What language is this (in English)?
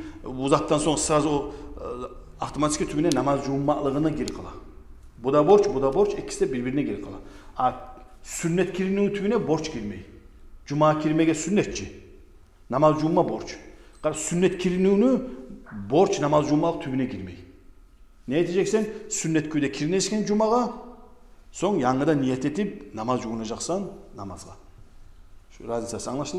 Kumyk